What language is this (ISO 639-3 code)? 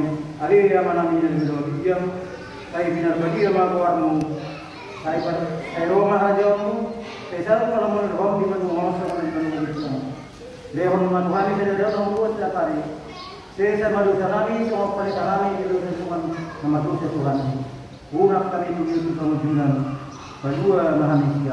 bbc